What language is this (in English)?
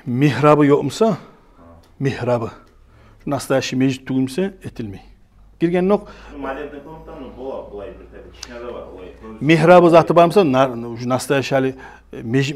Kumyk